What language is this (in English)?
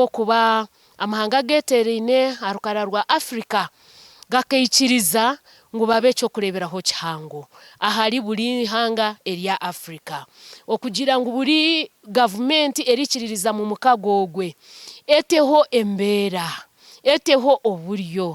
Nyankole